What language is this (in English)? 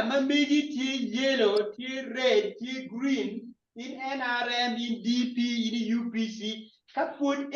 Acoli